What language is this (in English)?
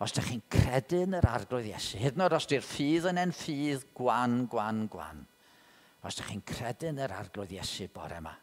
Welsh